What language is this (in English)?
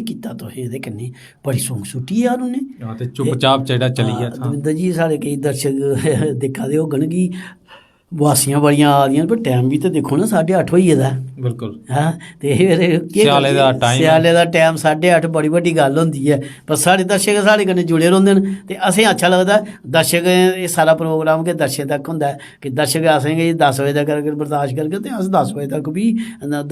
Dogri